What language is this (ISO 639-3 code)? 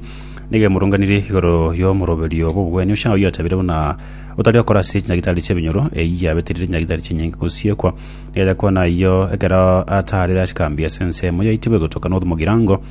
guz